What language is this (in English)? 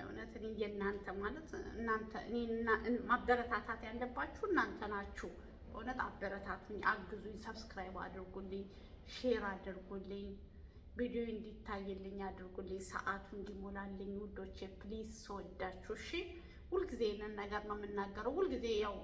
Amharic